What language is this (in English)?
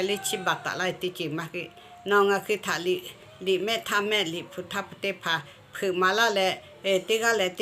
Lahu